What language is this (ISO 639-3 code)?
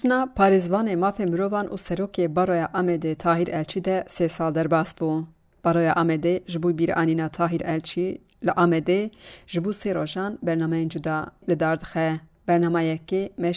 kur